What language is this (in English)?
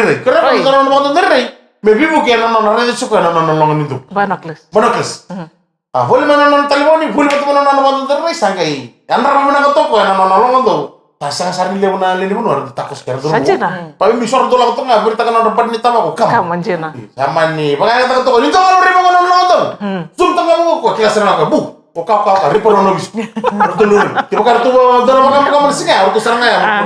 Fijian